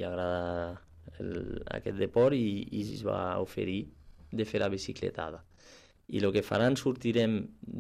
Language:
Catalan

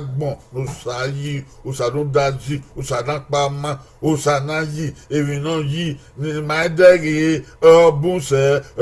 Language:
Bini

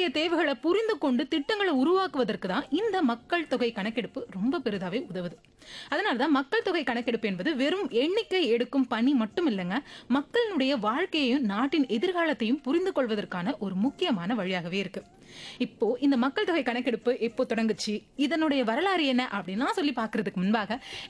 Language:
Tamil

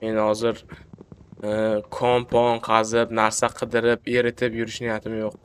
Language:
Uzbek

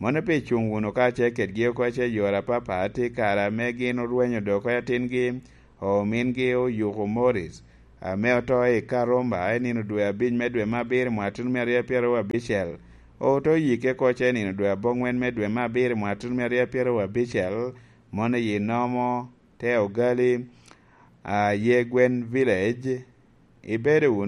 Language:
Lango (Uganda)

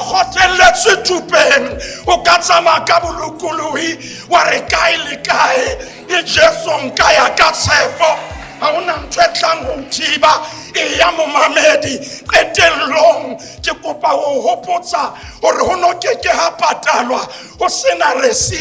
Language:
Southern Sotho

